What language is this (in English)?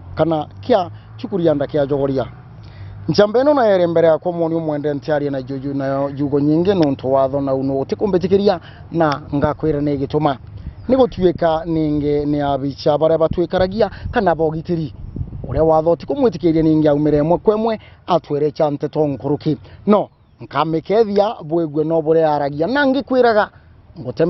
Meru